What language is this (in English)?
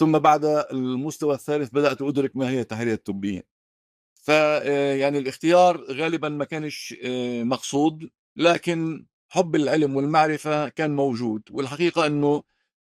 North Levantine Arabic